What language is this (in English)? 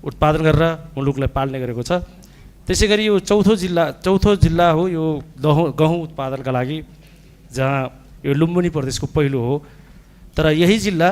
Nepali